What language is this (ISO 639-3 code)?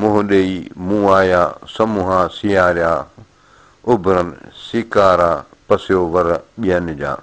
snd